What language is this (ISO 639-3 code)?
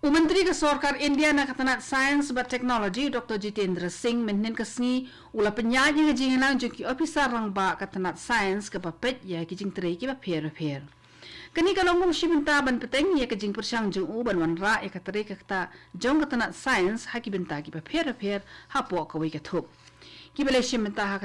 kha